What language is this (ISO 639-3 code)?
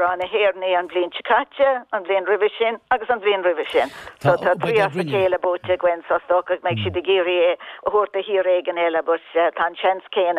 gle